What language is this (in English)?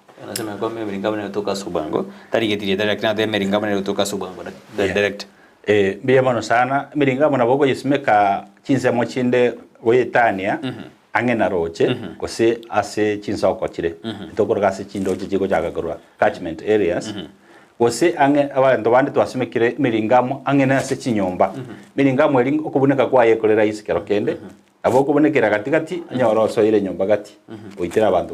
Gusii